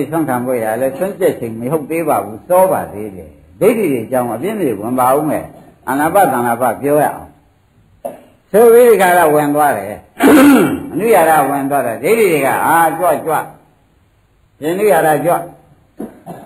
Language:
Burmese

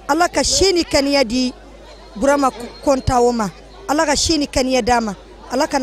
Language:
Bambara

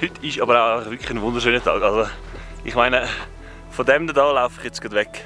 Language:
Swiss German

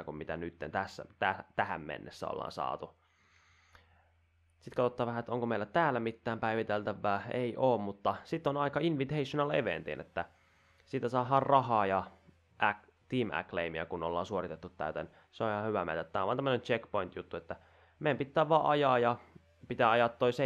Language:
Finnish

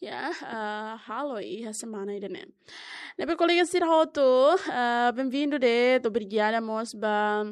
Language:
Tetum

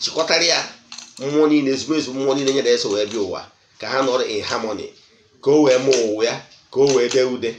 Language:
Igbo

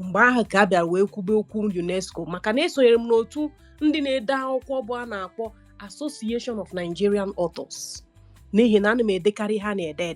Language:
Igbo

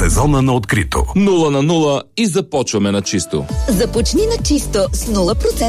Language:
Bulgarian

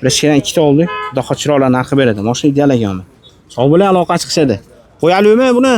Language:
Uzbek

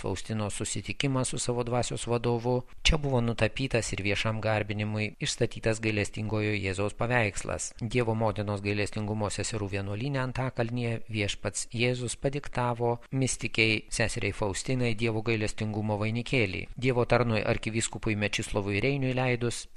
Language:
Lithuanian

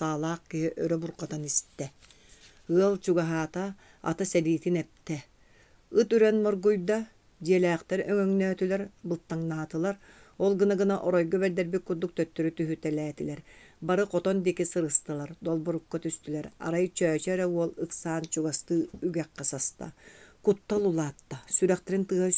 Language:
Yakut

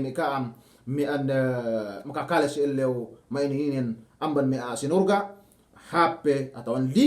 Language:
Yakan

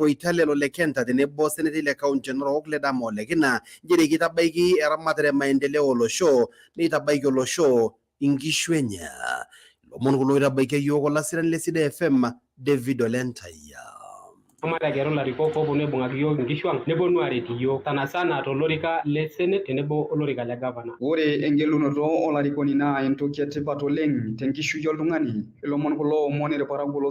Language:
Masai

